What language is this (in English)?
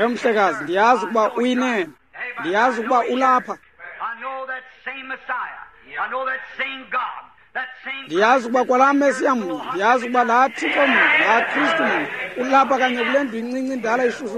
Xhosa